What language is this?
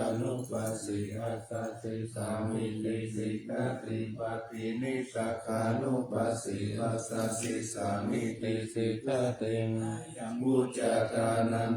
Pali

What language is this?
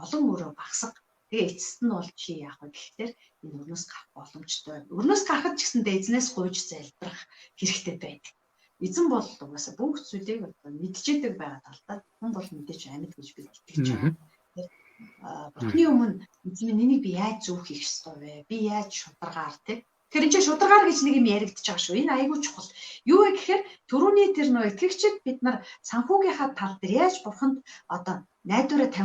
Mongolian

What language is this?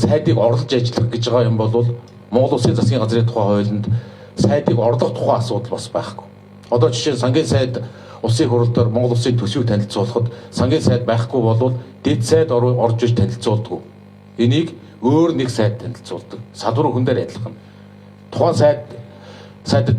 Mongolian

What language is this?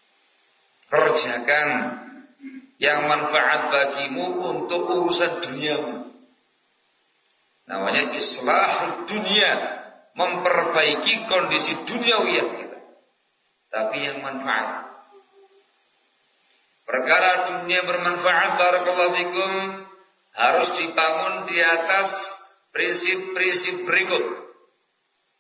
Indonesian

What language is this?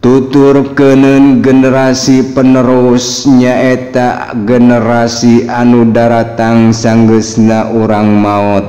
Sundanese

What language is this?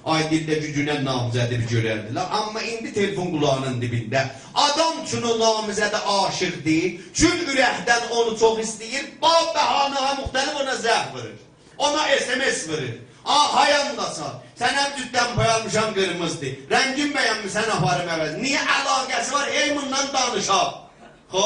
South Azerbaijani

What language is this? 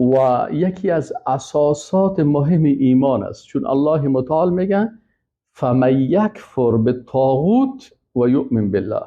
Persian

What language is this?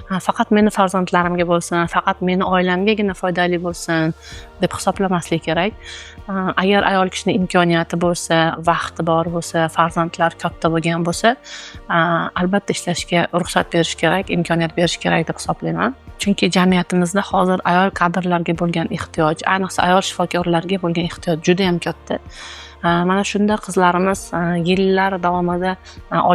Uzbek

